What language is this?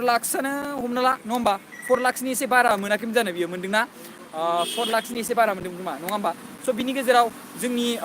Bodo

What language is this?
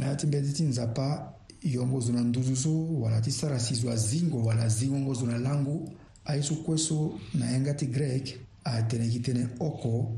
Sango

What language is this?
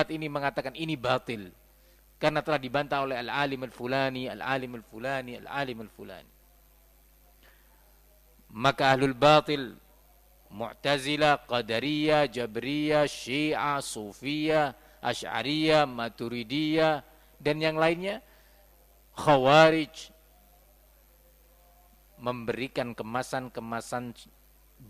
Indonesian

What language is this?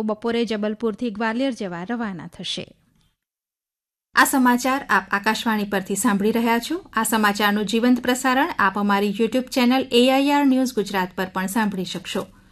Gujarati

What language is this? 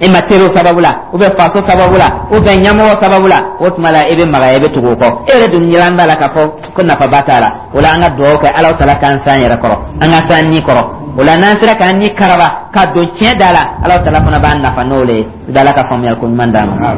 Dyula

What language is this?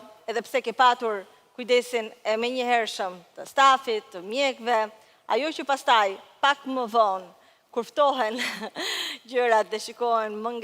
Albanian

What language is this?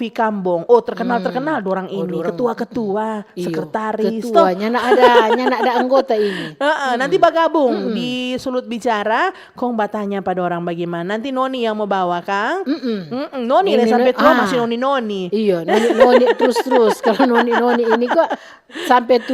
Manado Malay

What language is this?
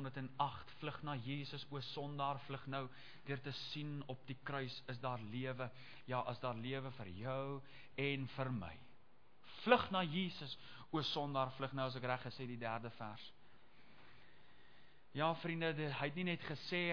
Afrikaans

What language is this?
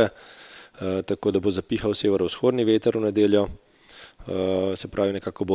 Slovenian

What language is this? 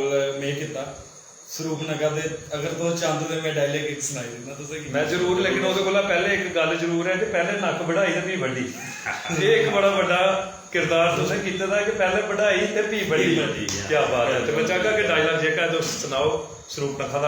Dogri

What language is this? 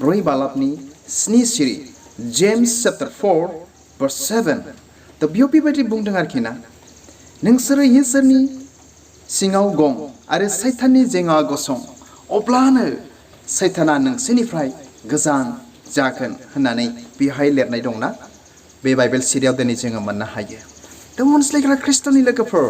Bodo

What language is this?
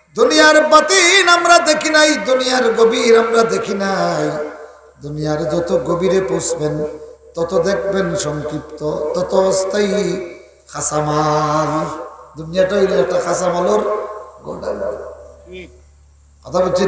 Sylheti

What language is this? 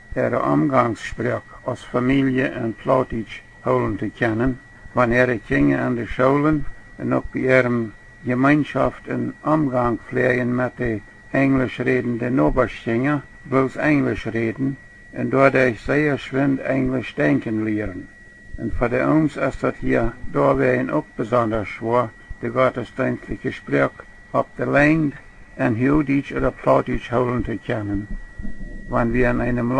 Plautdietsch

